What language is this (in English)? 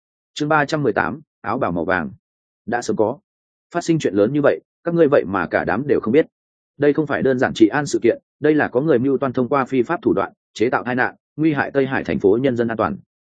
Vietnamese